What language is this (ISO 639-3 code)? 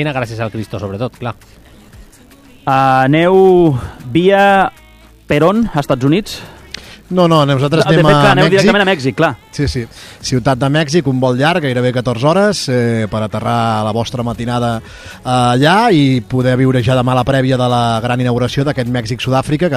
cat